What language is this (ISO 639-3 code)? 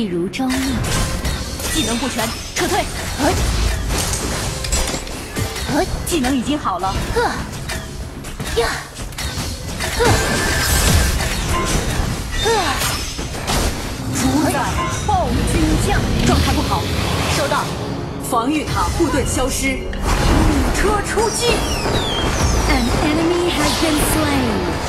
zho